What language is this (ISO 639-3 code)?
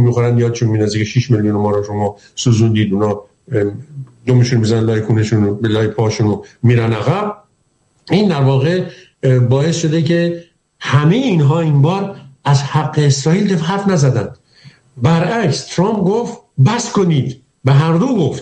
fas